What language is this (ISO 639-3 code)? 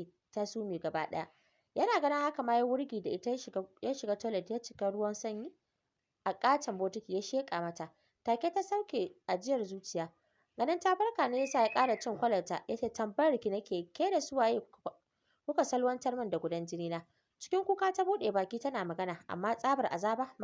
hau